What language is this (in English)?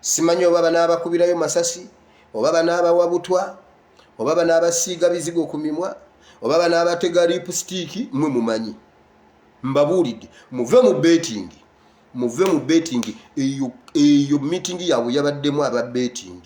Ganda